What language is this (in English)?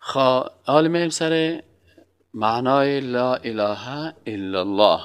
Persian